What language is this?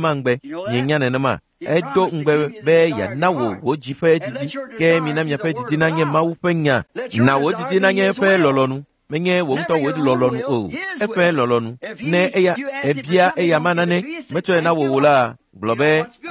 Ewe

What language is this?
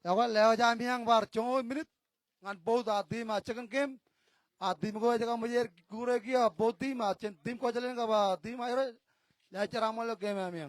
Marshallese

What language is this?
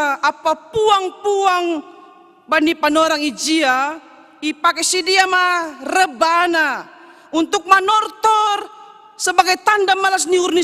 Batak Simalungun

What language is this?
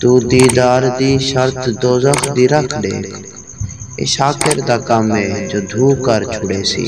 Saraiki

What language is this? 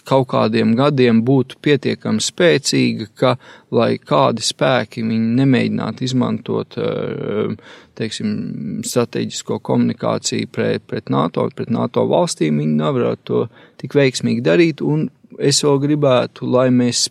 Latvian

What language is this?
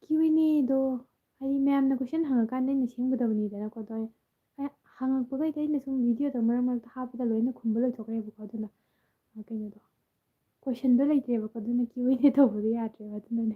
Manipuri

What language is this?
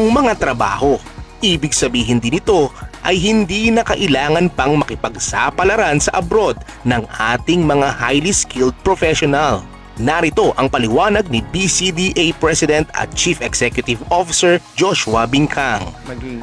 Filipino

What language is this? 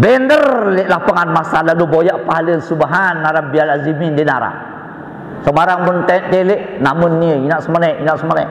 Sasak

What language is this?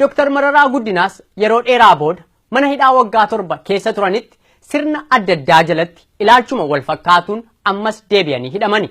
Oromo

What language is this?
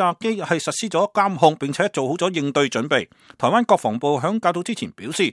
Cantonese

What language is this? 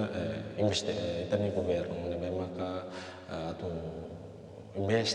Tetum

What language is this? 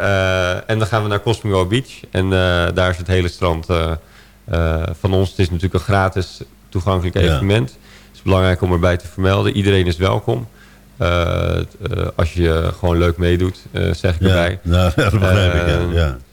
Dutch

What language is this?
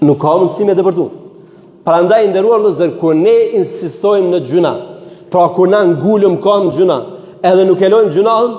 Albanian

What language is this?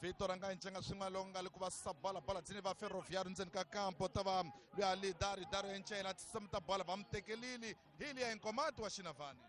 Tsonga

